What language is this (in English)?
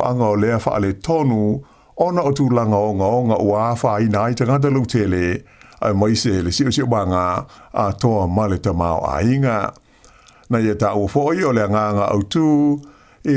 Samoan